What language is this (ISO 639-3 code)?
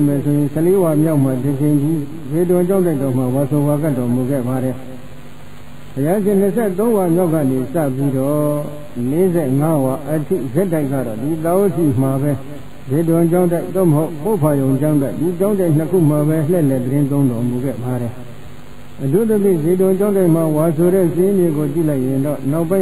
mya